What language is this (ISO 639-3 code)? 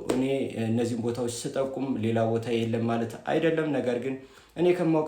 amh